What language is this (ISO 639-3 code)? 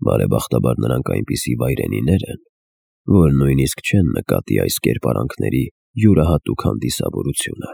hye